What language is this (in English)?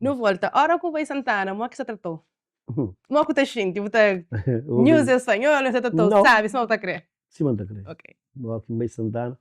Kabuverdianu